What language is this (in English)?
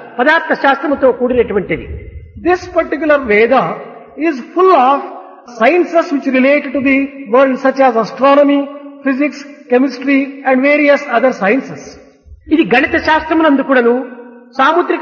Telugu